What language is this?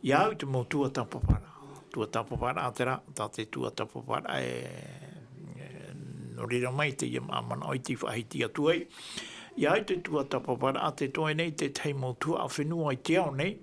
Tahitian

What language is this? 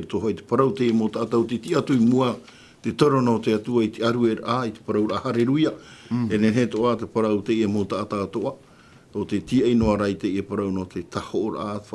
Tahitian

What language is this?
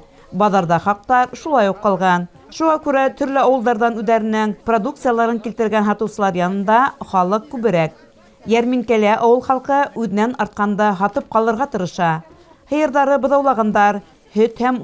Bashkir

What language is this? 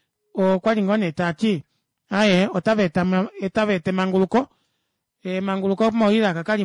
Kuanyama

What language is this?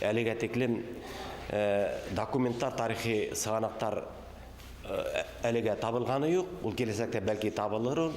Bashkir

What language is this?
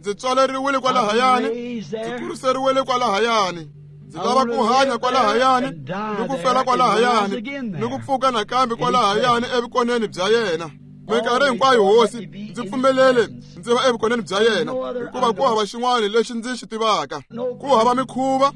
Tsonga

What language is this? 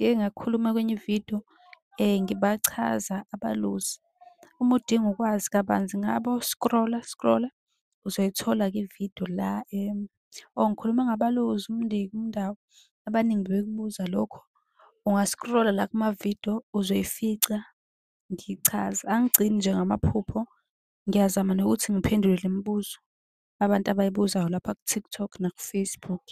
Zulu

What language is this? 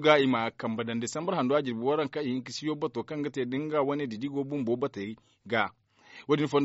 Zarma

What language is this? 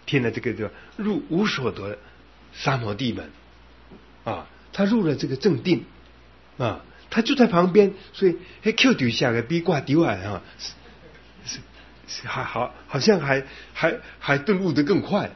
Chinese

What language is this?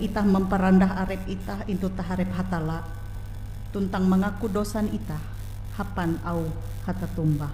Ngaju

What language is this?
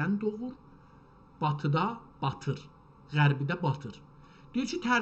South Azerbaijani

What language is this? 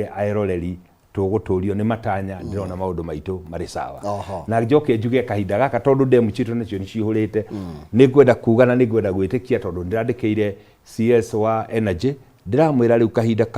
Kikuyu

